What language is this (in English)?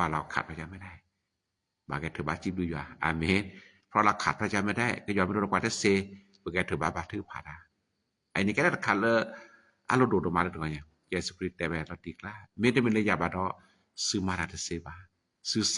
S'gaw Karen